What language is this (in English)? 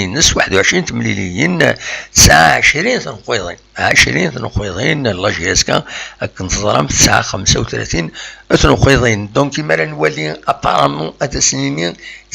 Kabyle